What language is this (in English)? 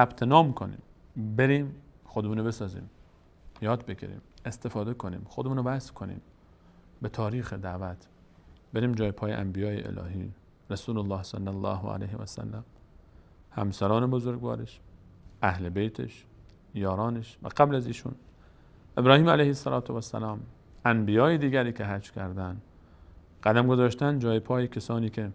Persian